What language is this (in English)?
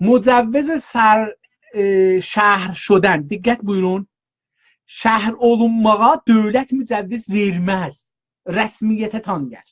South Azerbaijani